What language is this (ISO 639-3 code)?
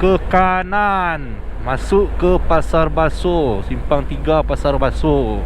min